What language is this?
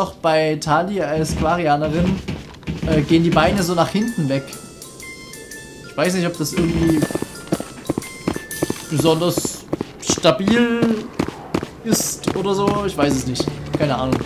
German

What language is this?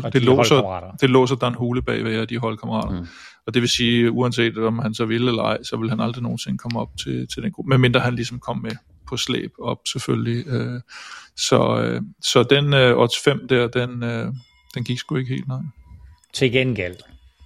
Danish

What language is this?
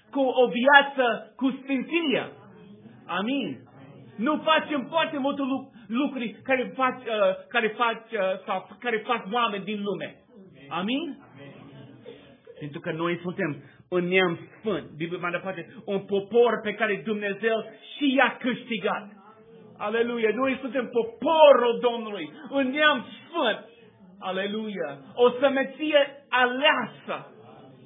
Romanian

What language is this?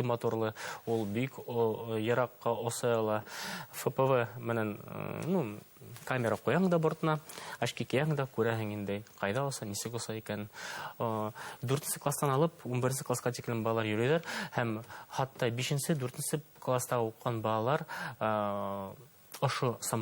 Bashkir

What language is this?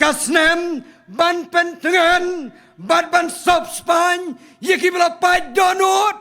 Khasi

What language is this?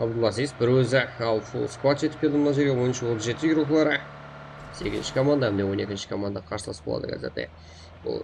Kara-Kalpak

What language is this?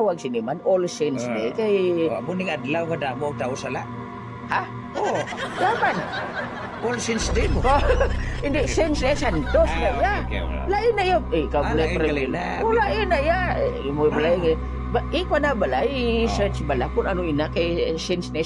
Hiligaynon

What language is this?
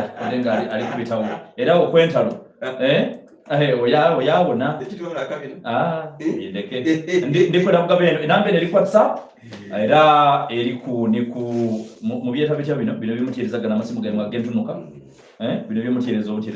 Soga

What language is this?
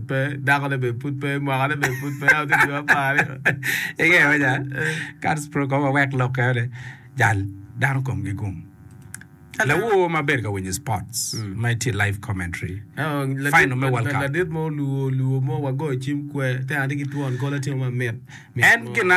Acoli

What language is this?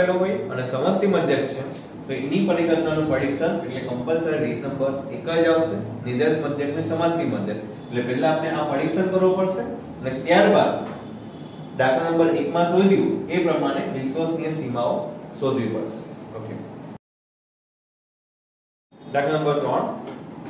Gujarati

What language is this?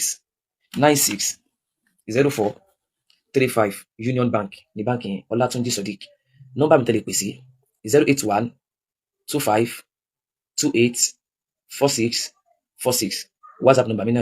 Yoruba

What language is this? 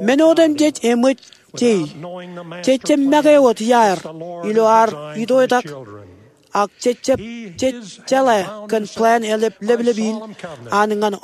Marshallese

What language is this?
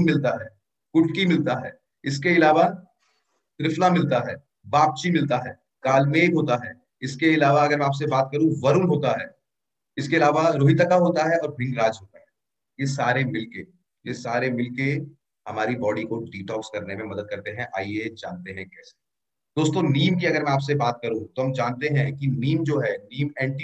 Hindi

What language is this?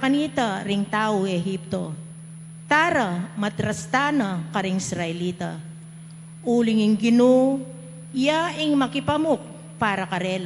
Pampanga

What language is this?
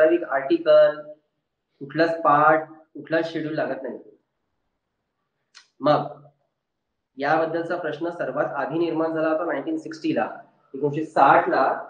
Marathi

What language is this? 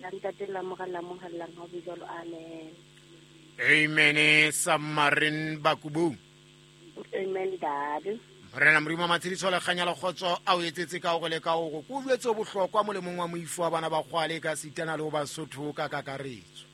Southern Sotho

